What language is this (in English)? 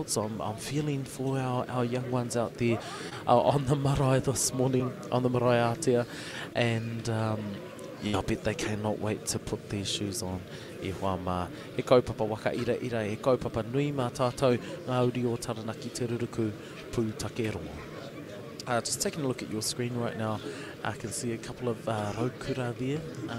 Māori